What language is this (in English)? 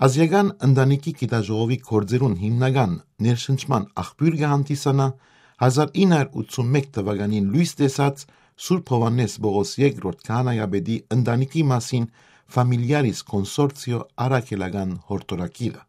Western Armenian